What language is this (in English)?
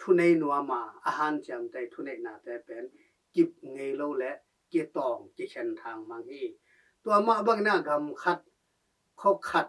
Tedim Chin